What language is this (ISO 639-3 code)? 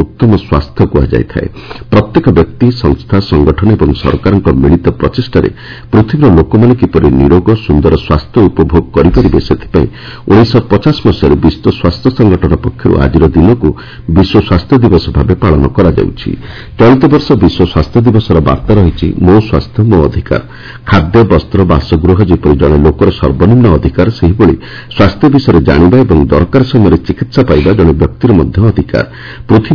ori